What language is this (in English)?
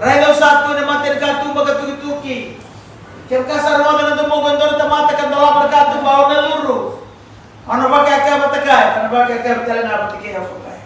Fijian